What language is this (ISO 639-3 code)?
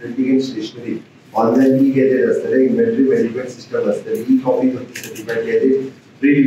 kok